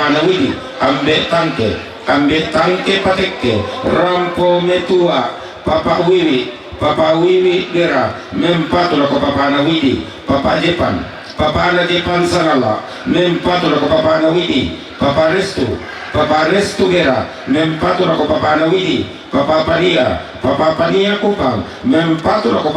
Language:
Toraja-Sa'dan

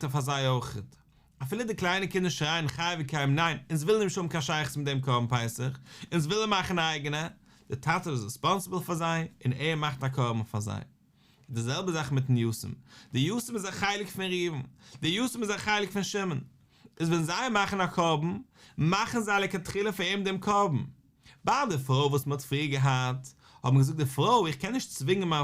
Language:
Yiddish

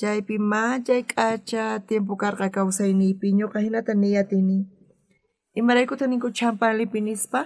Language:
South Bolivian Quechua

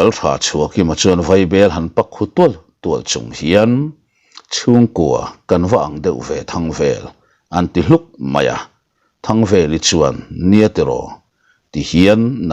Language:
Mizo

